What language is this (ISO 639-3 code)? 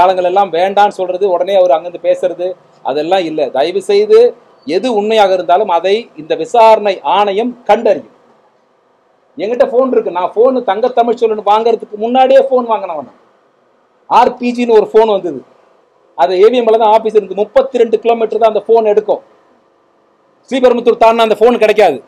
tam